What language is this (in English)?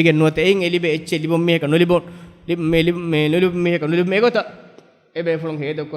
Divehi